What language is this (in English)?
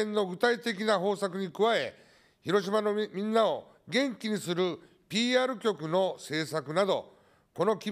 Japanese